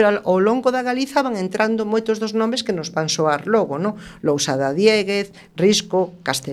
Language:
Galician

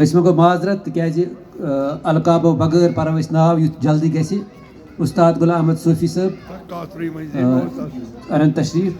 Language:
Kashmiri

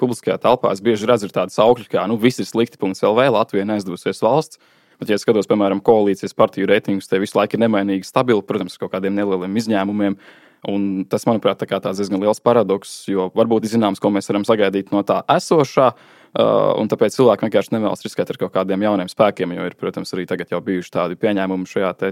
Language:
Latvian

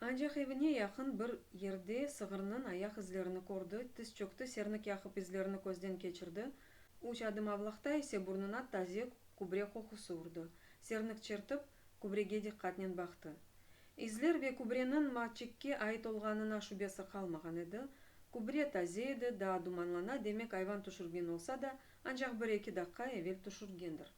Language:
Crimean Tatar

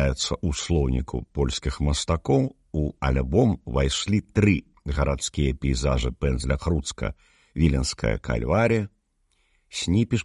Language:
Belarusian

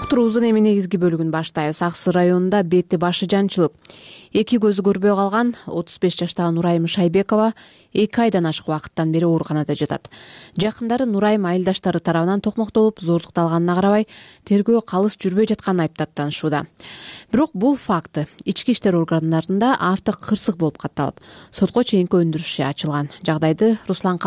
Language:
Kyrgyz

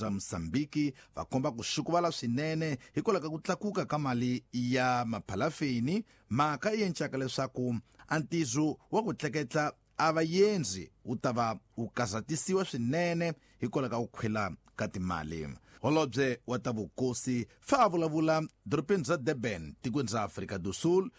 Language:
Tsonga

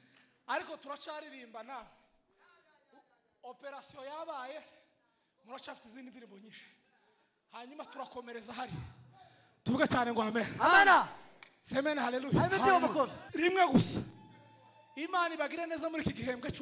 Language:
Kinyarwanda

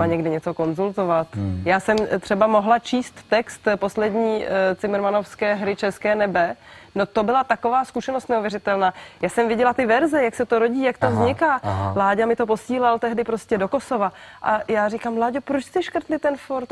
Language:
Czech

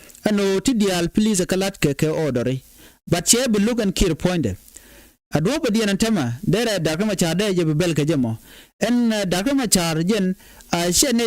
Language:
Nuer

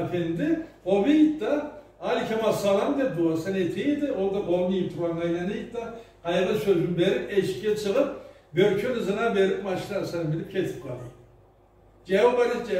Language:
Karachay-Balkar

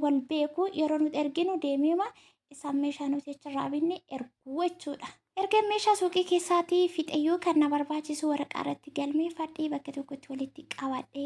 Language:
Oromo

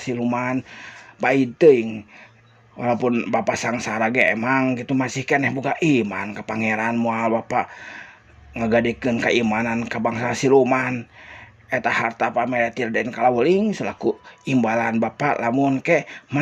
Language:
Sundanese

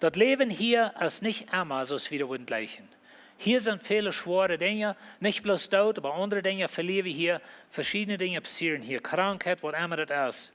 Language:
Plautdietsch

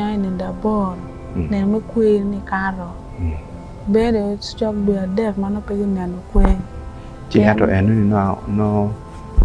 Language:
Acoli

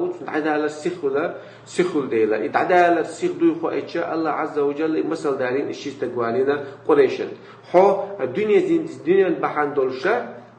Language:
Chechen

